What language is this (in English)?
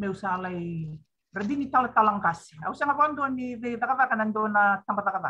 Fijian